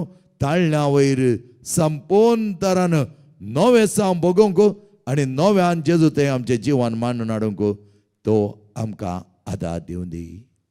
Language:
Konkani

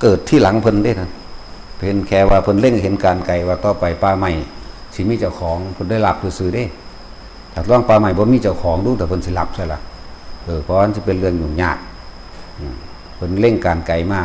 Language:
Northeastern Thai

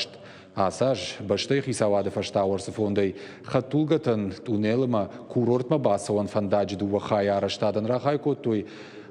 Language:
Ossetic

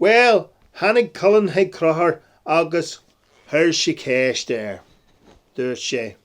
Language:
Irish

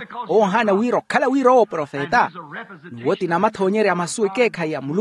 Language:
Makhuwa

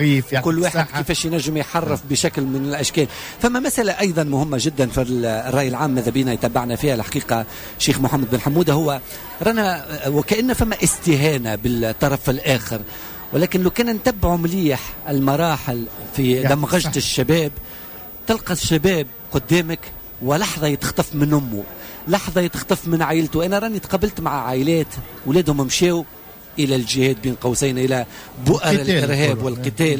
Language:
Tunisian Arabic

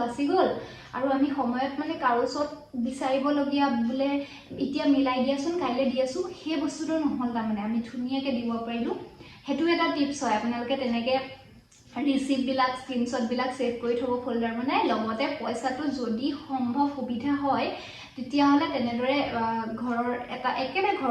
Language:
Assamese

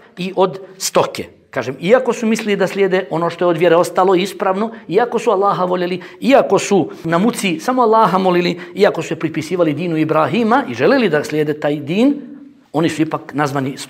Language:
Bosnian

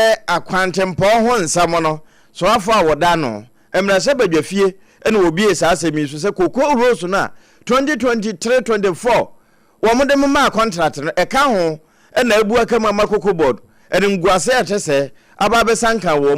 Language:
Akan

